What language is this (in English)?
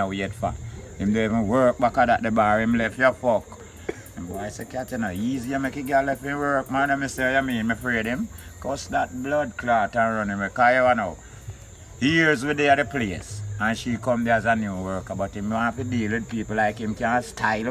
Jamaican Creole English